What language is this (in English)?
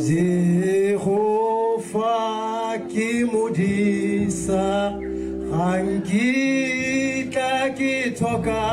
Tswana